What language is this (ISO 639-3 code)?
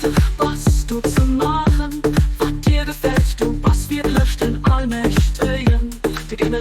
ltz